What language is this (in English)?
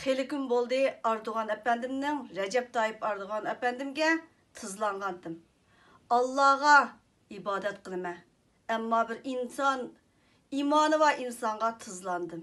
Uyghur